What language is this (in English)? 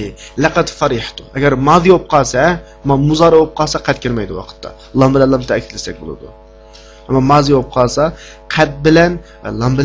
Uyghur